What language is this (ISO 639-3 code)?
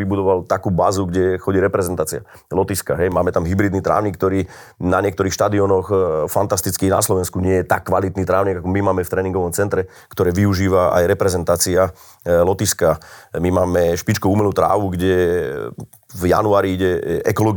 slk